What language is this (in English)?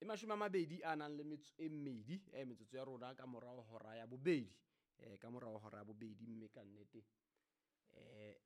Southern Sotho